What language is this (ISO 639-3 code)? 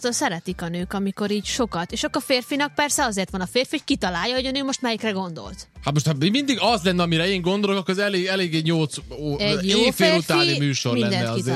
hun